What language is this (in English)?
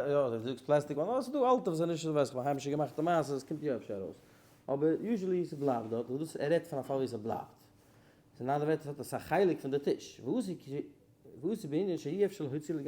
Yiddish